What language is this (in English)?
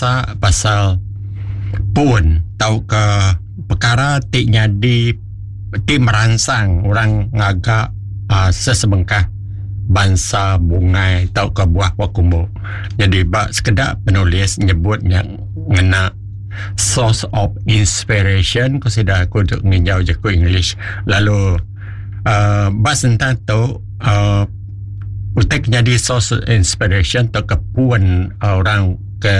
Iban